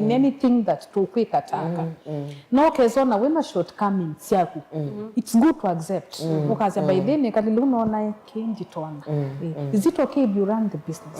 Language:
Kamba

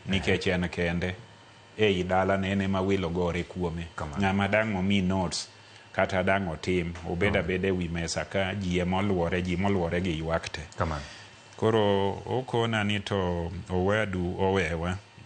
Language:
Luo (Kenya and Tanzania)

